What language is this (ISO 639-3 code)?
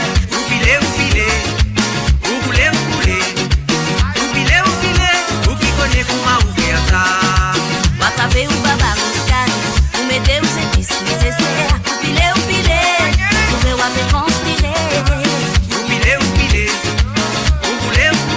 mfe